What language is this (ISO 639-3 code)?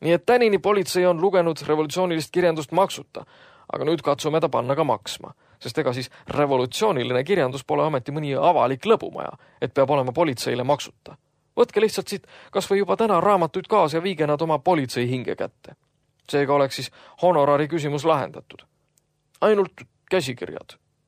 est